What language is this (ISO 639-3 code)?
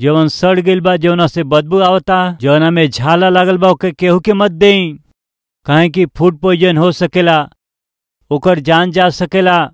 bho